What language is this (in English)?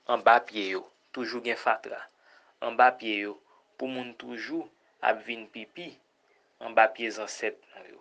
Haitian Creole